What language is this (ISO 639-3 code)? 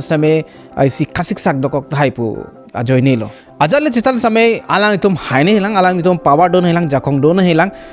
mjw